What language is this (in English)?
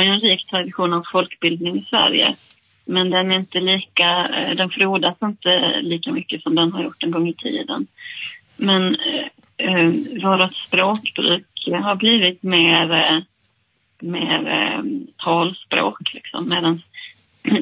Swedish